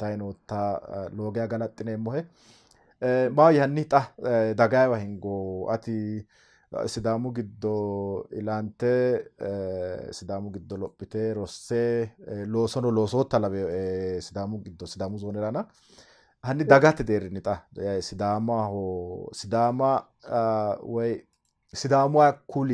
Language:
Sidamo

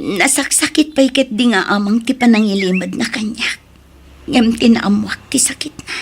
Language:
Iloko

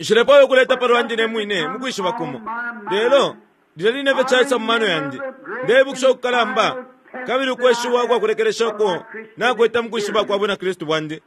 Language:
Bemba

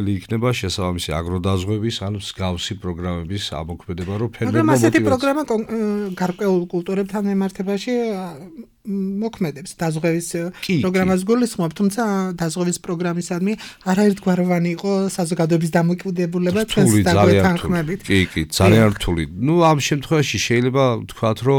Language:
Georgian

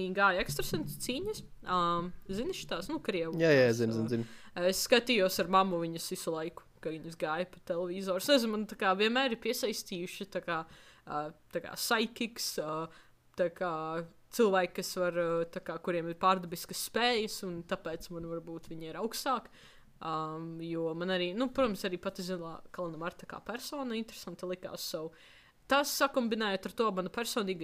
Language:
Latvian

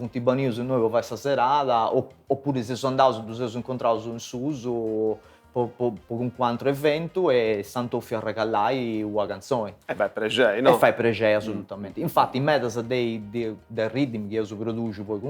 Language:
Sardinian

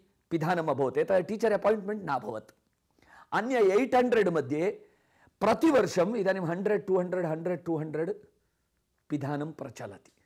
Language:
Sanskrit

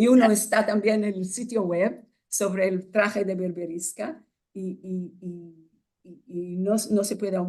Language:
Ladino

